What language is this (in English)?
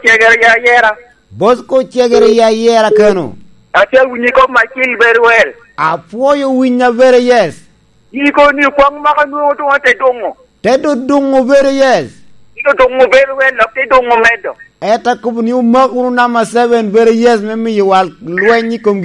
Lango (Uganda)